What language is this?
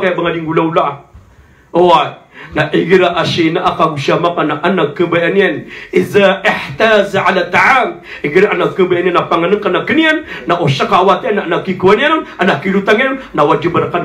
Maranao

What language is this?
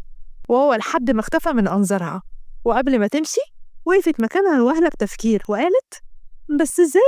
Egyptian Arabic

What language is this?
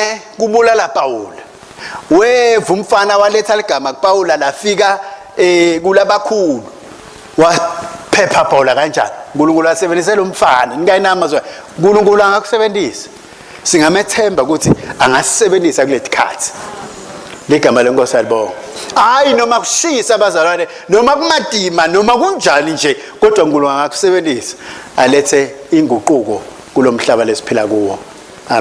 Swati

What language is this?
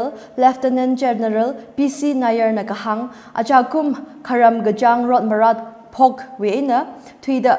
Tangkhul Naga (India)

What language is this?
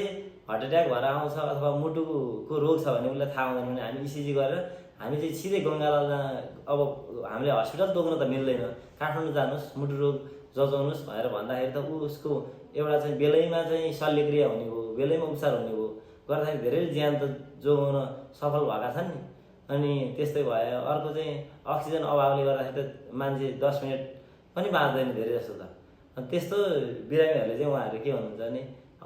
Nepali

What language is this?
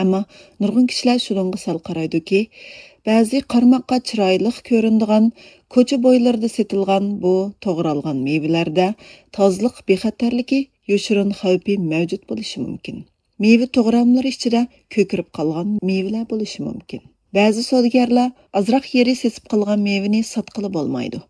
Uyghur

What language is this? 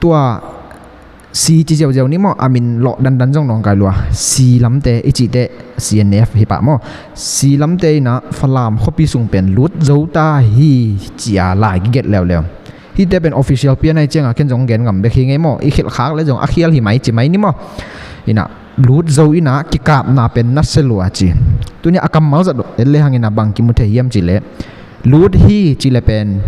Tedim Chin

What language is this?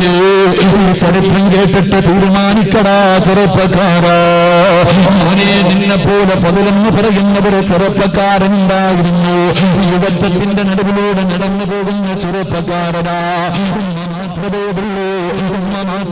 Malayalam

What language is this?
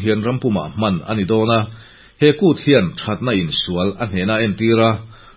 Mizo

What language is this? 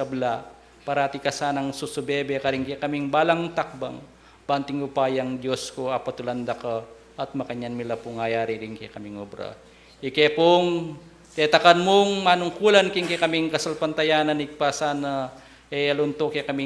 Pampanga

